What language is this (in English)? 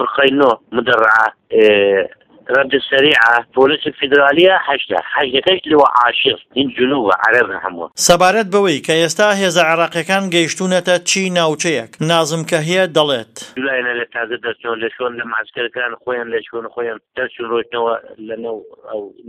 Central Kurdish